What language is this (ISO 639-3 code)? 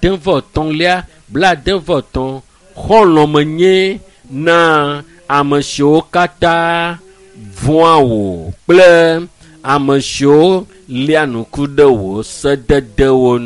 ewe